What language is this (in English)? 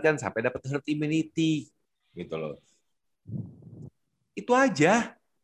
Indonesian